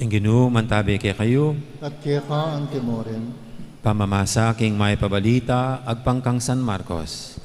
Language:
Pampanga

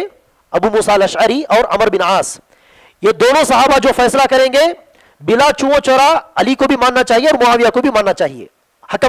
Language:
Urdu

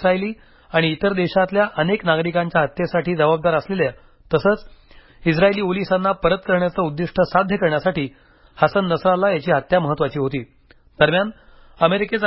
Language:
Marathi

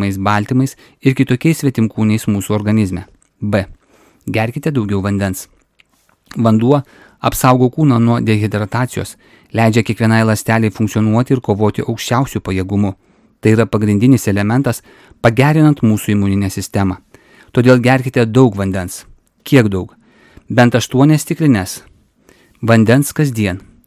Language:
Lithuanian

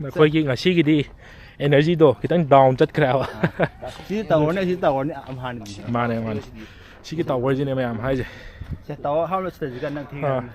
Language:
Manipuri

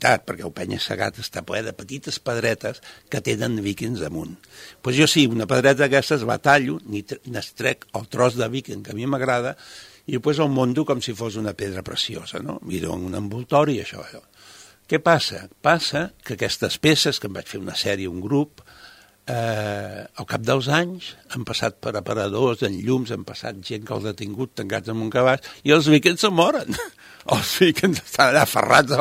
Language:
Catalan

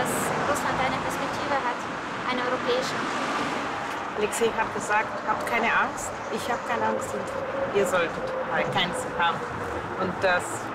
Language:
German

